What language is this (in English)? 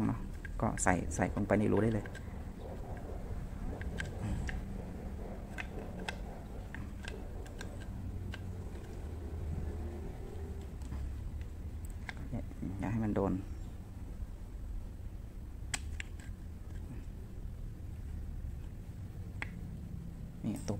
Thai